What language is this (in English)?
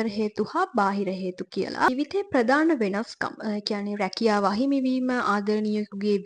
Sinhala